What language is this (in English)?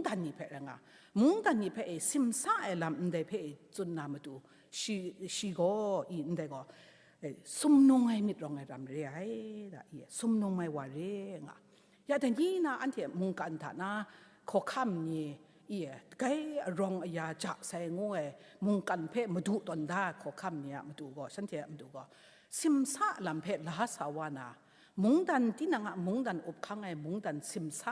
Kachin